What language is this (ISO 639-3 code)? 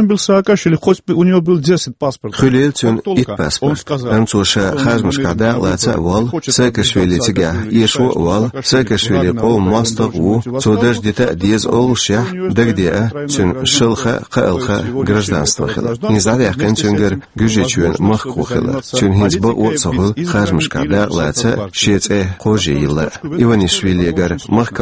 che